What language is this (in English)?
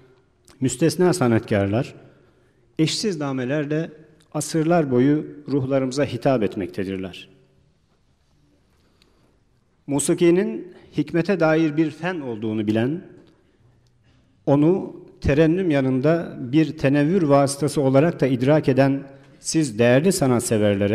Turkish